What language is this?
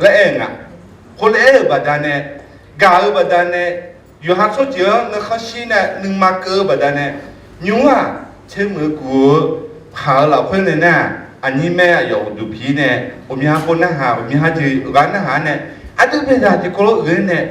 Akha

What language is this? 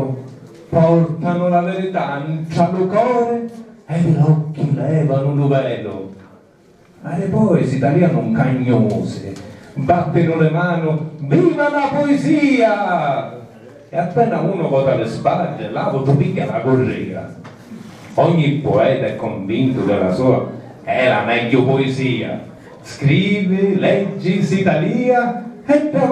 Sicilian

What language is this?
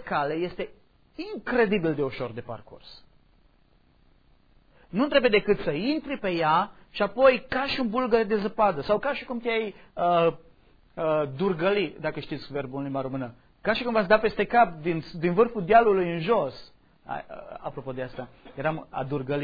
Romanian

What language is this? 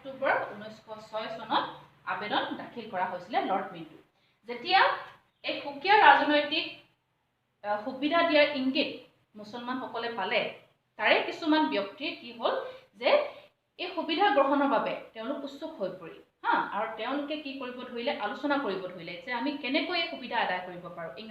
Assamese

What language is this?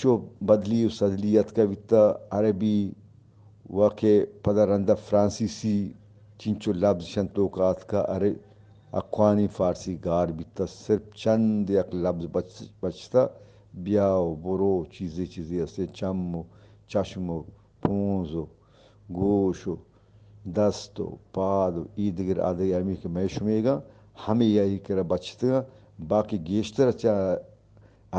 Eastern Balochi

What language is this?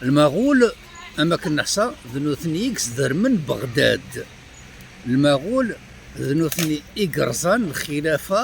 Kabyle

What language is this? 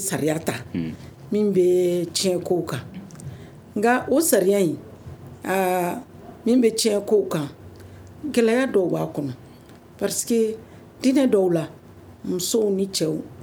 Bambara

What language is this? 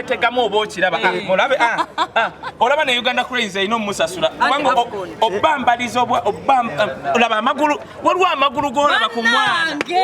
Ganda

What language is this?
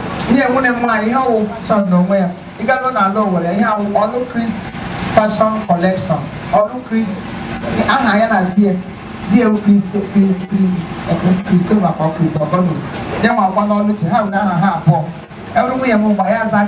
Igbo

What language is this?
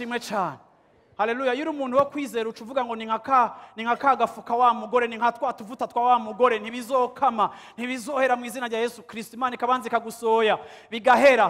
Rundi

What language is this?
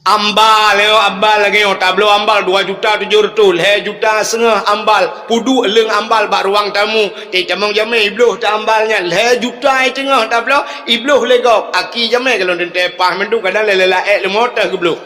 Achinese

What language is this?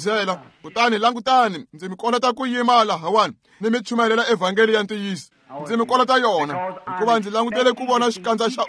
Tsonga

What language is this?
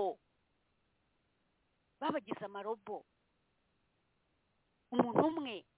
Kinyarwanda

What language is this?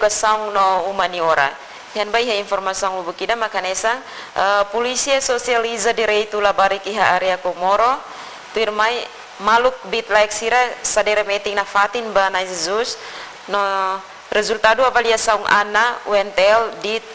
Tetum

